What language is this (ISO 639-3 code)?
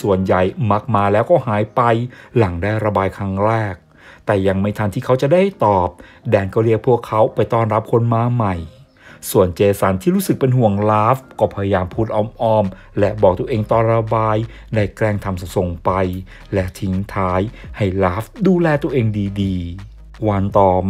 tha